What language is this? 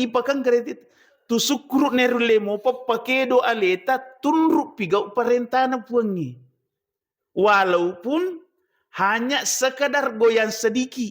Buginese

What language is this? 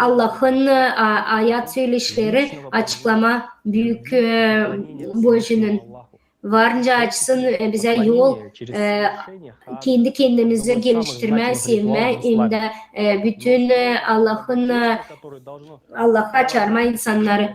Gagauz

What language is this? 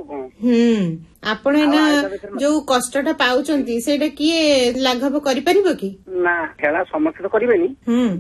Odia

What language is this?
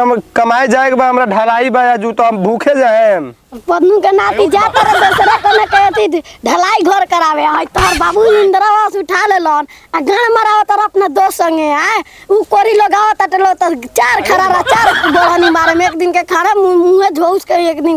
Bhojpuri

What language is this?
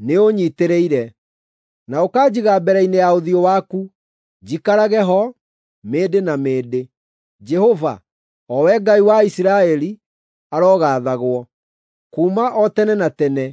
Kikuyu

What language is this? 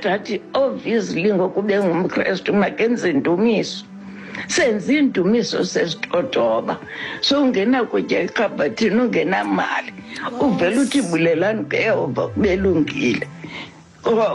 Xhosa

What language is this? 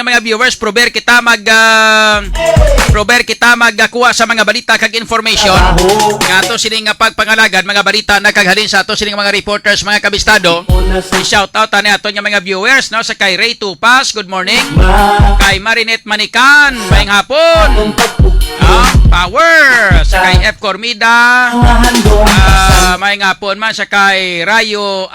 Hiligaynon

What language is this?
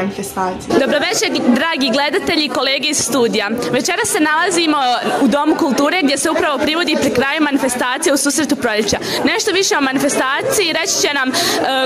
Bosnian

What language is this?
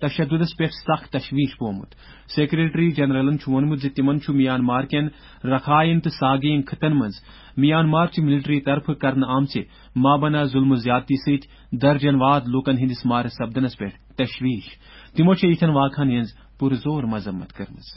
Kashmiri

